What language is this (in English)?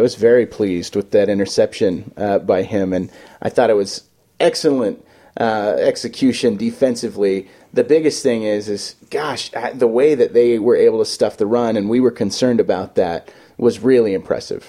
English